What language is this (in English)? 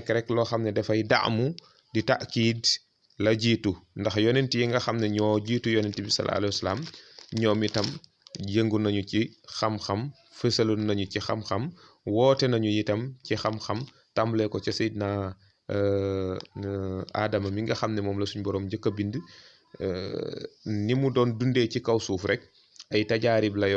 Wolof